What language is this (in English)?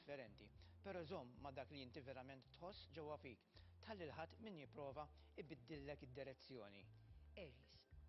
Maltese